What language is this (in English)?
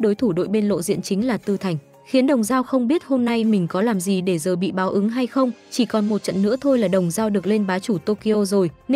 Vietnamese